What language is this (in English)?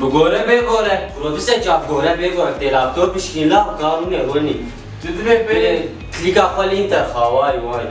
Kurdish